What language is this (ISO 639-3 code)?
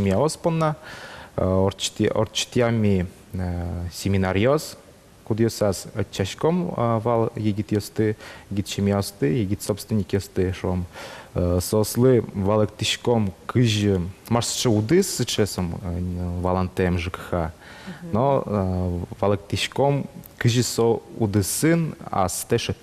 udm